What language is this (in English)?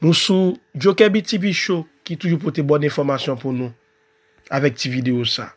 Haitian Creole